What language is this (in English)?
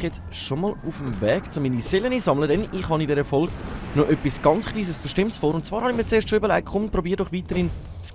Swiss German